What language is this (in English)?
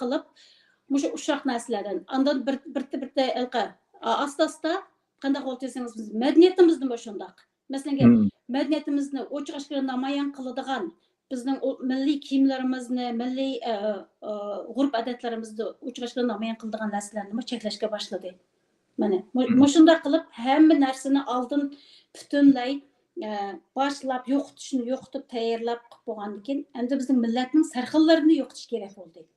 Uyghur